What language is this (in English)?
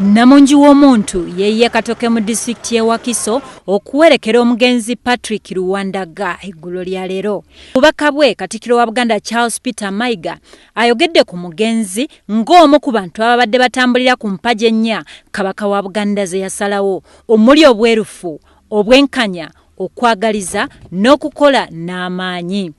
Ganda